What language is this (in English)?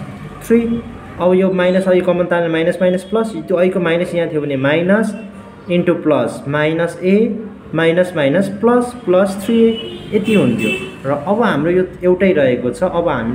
Nepali